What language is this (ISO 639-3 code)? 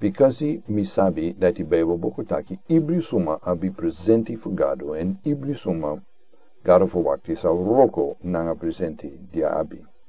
srn